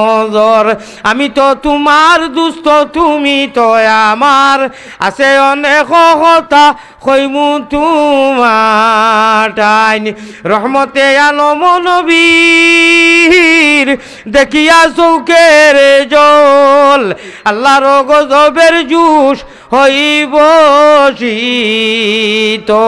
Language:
Sylheti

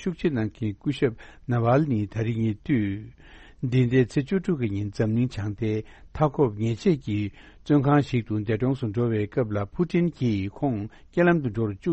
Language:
Tibetan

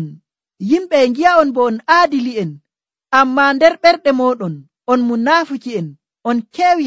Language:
Nigerian Fulfulde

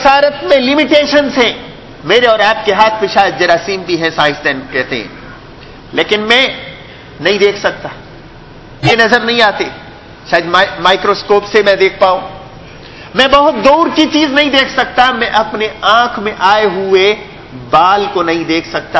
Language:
Urdu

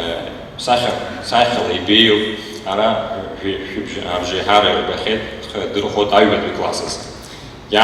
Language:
Abkhazian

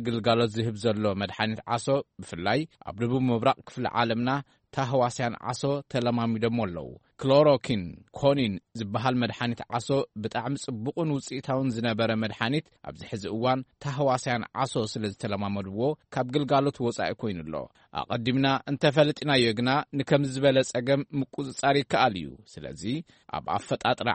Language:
Tigrinya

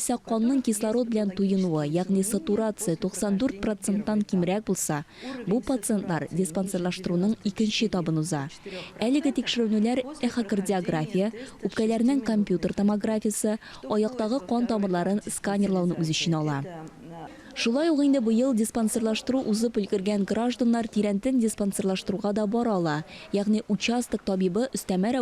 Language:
Tatar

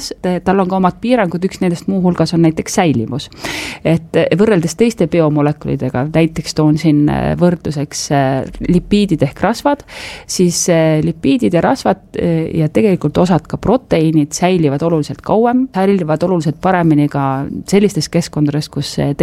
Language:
Estonian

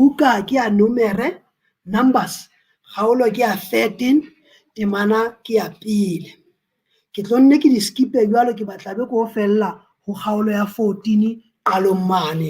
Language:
Southern Sotho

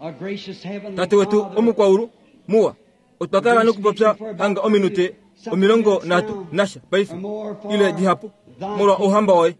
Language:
Kuanyama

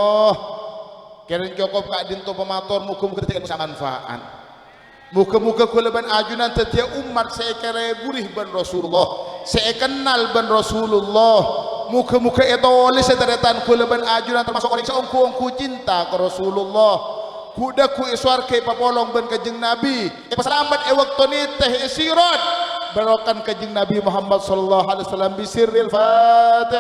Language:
Madurese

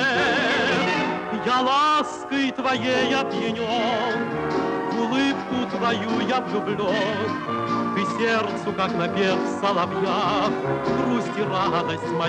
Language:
Russian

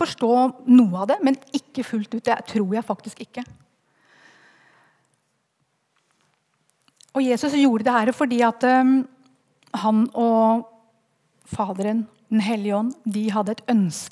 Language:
Norwegian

